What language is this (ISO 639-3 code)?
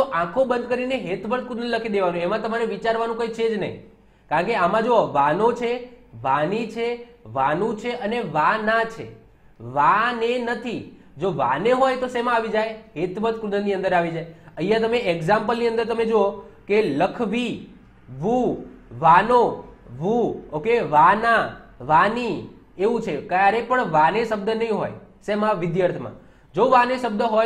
guj